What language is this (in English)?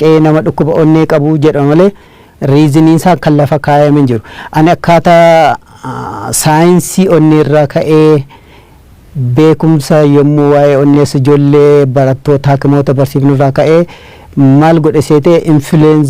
Oromo